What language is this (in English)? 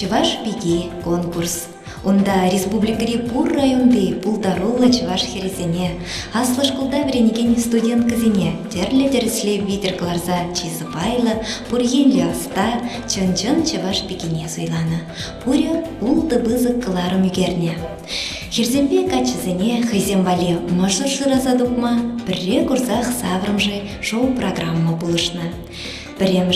Chuvash